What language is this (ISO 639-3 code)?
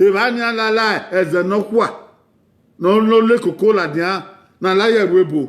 bin